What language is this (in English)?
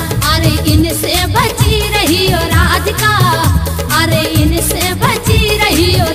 Bundeli